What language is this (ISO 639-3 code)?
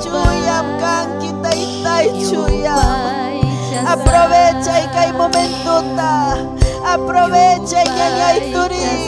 quy